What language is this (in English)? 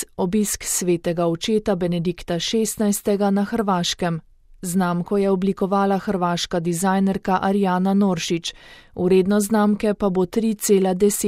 Slovenian